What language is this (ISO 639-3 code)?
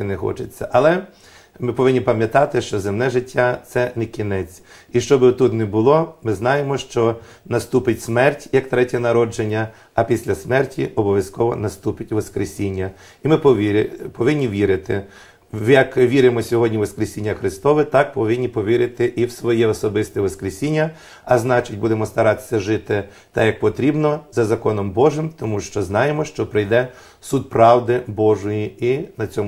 ukr